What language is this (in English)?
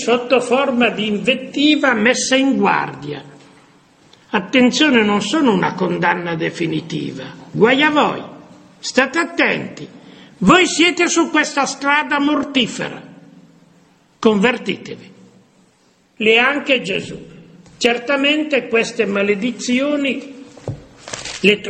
Italian